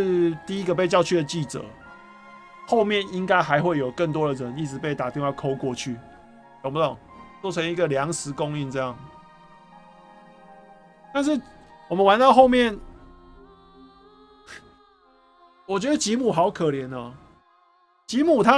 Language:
Chinese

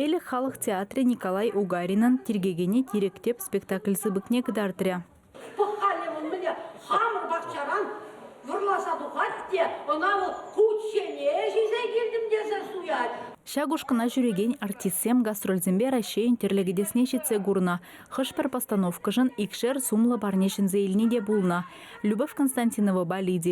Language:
Chuvash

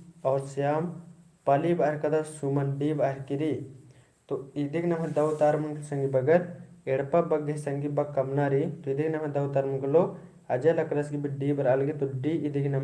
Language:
Kurukh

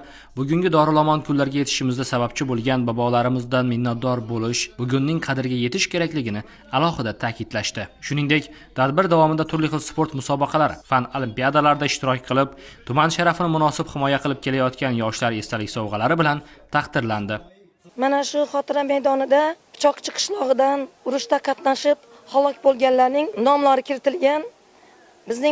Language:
Uzbek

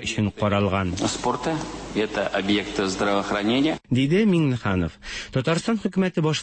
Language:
Tatar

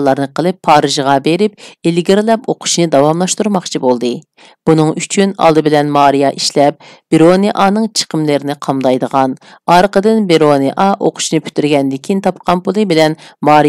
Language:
Uyghur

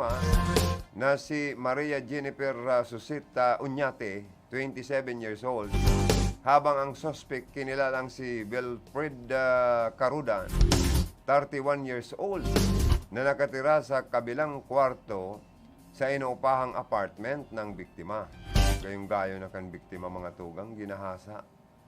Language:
Bikol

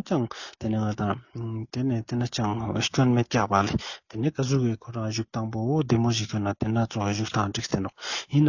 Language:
Ladakhi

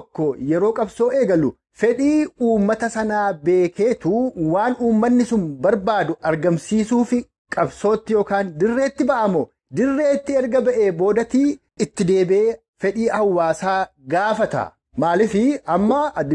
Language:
Oromo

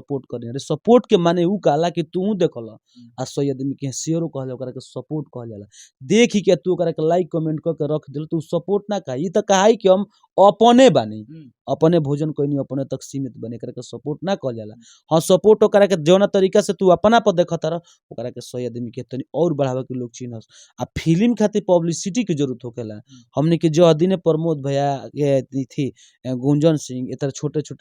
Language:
Bhojpuri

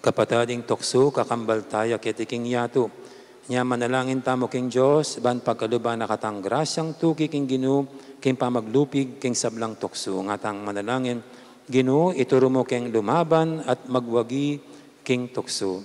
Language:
Pampanga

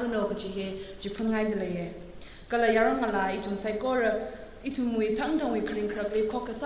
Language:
Tangkhul Naga (India)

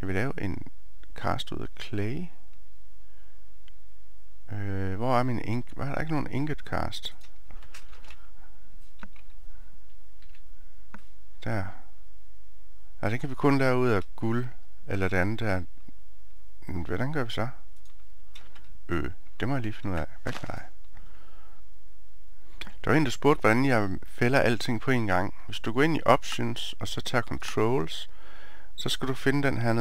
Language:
Danish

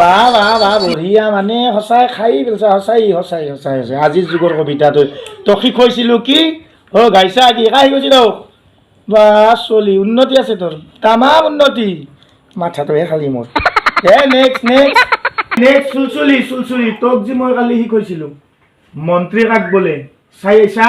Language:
Assamese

